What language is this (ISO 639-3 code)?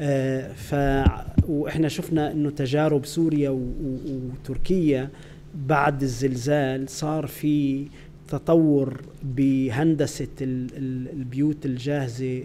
apc